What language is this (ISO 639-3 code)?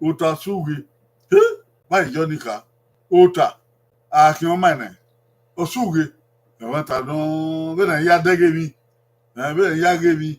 bin